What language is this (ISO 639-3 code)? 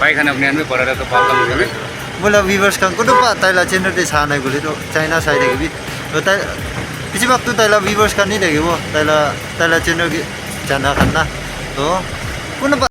nag